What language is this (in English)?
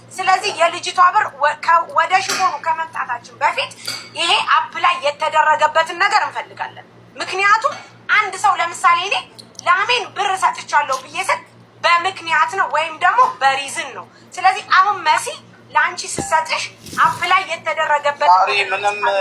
Amharic